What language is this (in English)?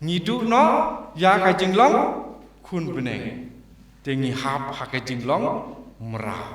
Khasi